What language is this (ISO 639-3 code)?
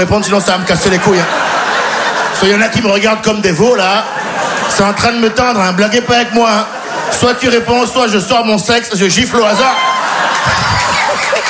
fra